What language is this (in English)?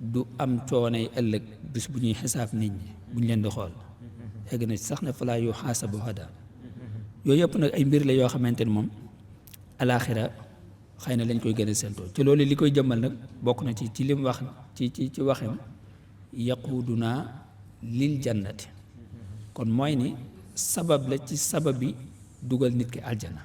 Wolof